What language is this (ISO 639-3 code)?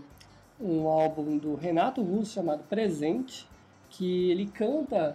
por